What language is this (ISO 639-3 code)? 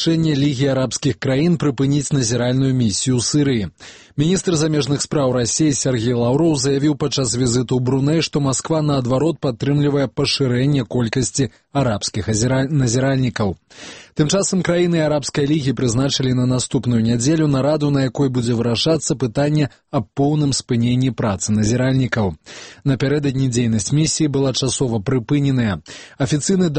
bel